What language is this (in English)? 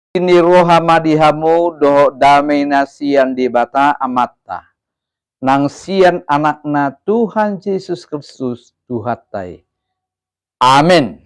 Batak Toba